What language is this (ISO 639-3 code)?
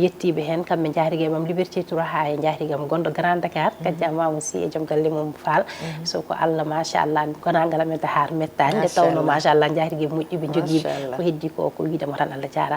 ful